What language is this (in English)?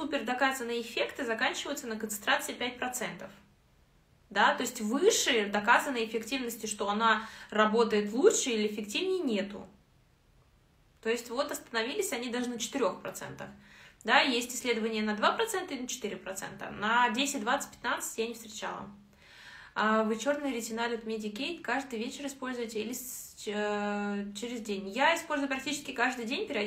Russian